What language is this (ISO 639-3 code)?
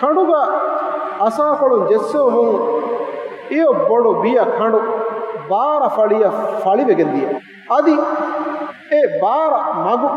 div